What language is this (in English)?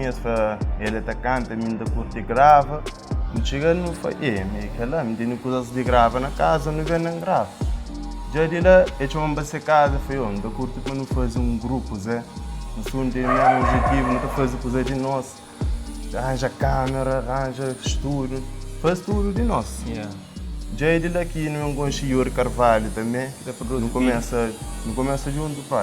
Kabuverdianu